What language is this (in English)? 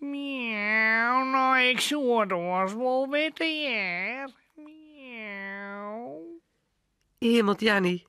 Western Frisian